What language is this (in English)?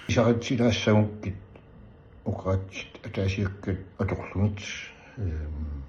Kalaallisut